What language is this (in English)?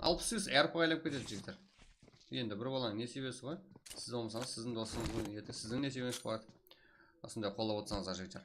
Kara-Kalpak